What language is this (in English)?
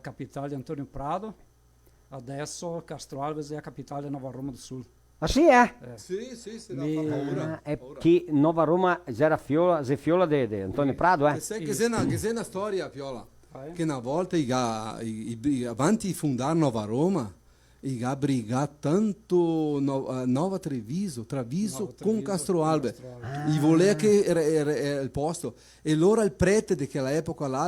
Venetian